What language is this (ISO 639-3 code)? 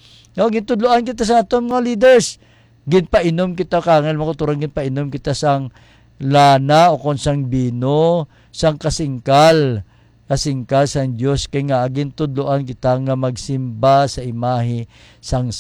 hil